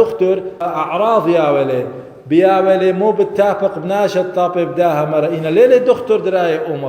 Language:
Assyrian Neo-Aramaic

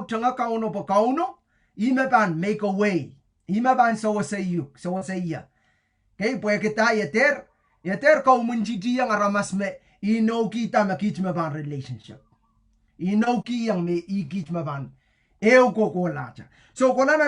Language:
Pohnpeian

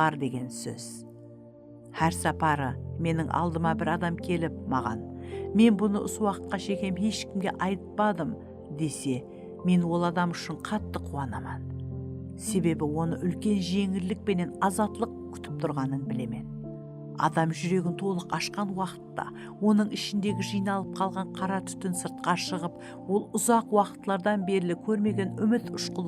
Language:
Kara-Kalpak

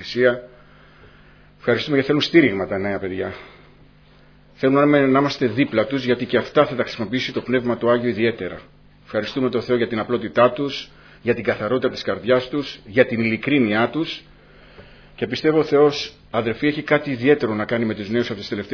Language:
Greek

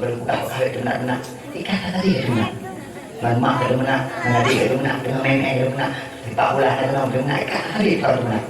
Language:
Achinese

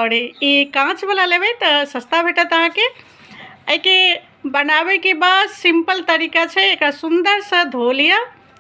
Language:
Maithili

